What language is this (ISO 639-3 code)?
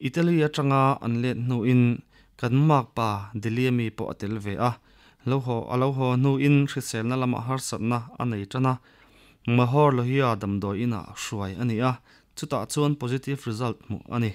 lus